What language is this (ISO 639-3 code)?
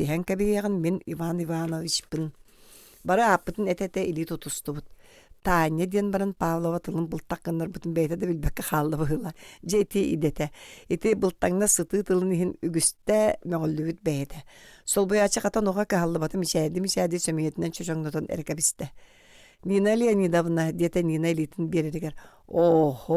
sah